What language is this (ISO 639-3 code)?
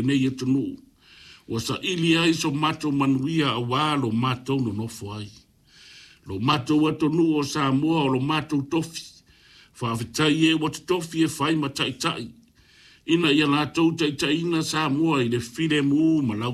smo